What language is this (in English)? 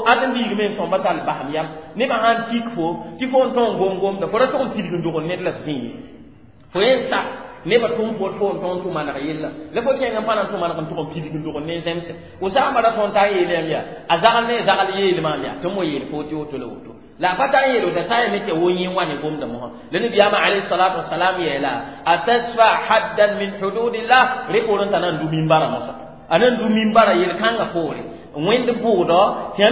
Mossi